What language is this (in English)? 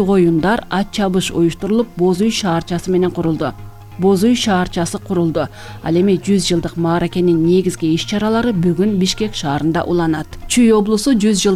Kyrgyz